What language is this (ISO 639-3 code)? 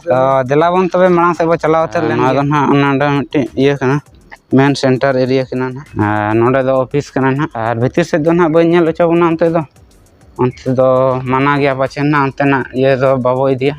sat